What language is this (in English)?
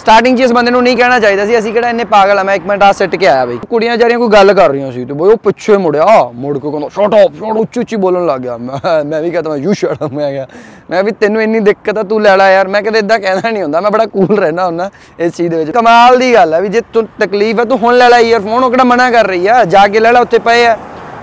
Punjabi